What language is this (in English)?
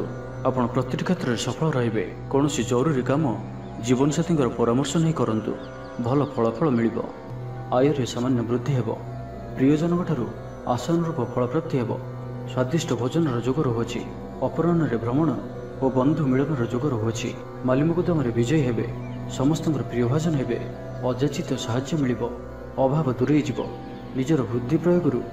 Odia